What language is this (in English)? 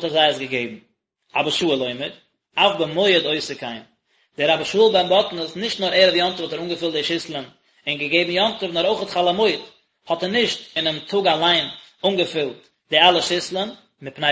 Yiddish